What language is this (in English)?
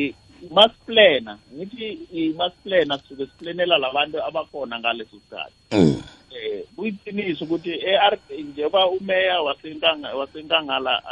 South Ndebele